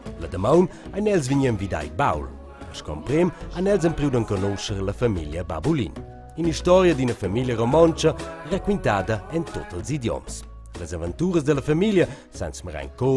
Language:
Romansh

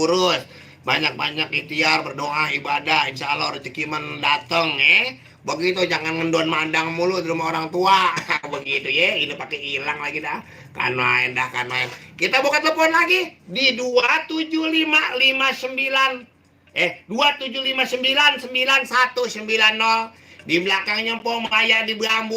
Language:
Betawi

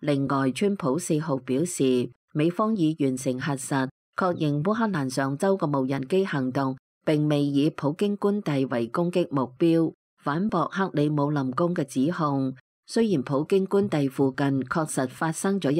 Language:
Cantonese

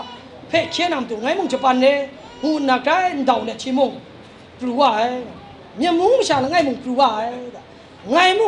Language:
Kachin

